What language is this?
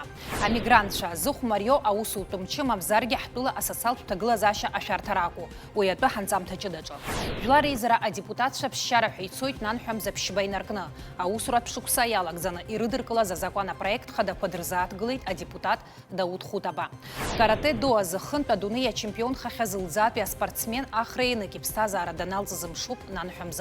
Abkhazian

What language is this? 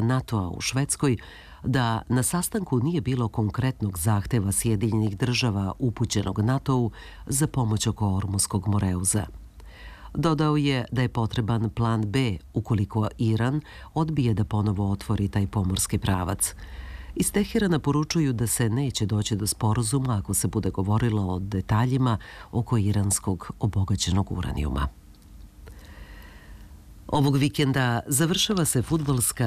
Serbian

